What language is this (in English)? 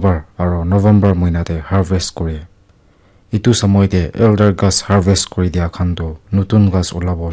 Naga Pidgin